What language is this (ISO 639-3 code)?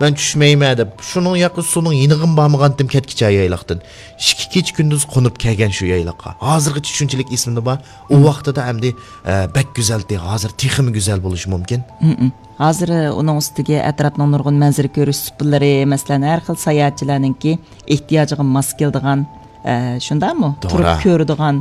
uig